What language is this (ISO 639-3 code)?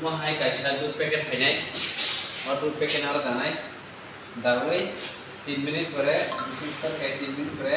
trp